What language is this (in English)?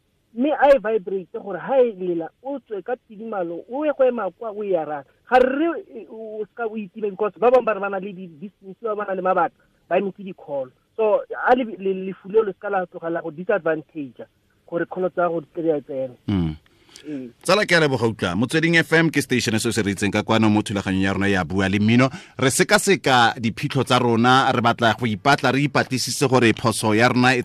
Tswana